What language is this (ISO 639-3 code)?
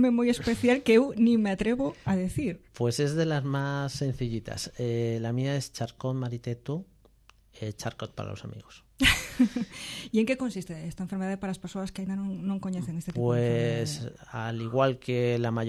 glg